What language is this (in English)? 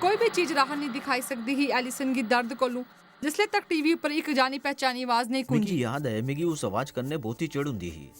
Dogri